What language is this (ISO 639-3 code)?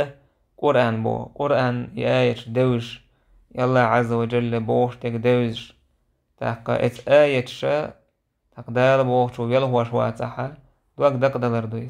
che